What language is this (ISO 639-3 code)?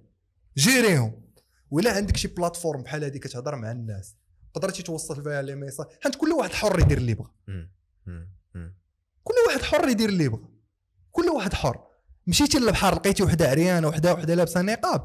ary